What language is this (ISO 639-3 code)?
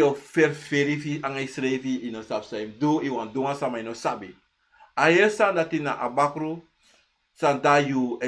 srn